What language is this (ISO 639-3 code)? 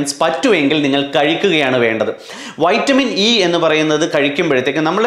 mal